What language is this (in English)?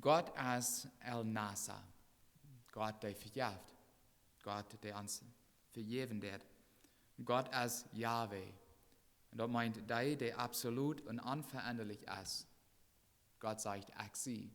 Plautdietsch